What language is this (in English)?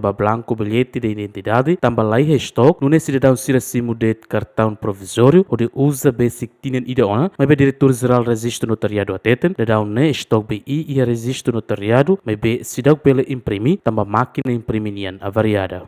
Tetum